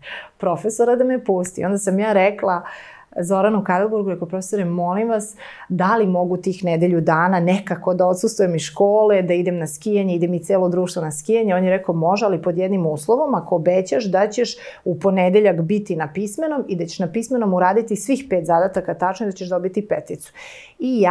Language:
Serbian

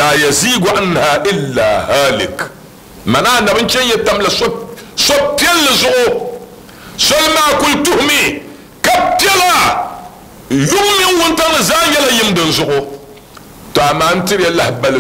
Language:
Dagbani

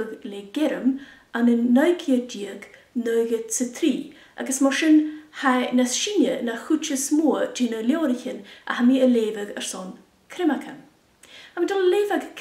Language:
Scottish Gaelic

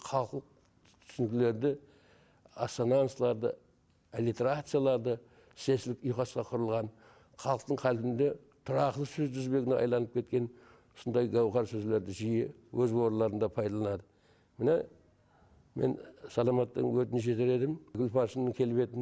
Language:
Kara-Kalpak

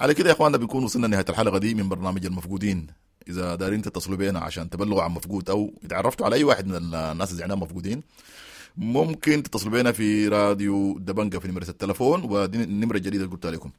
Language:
Sudanese Arabic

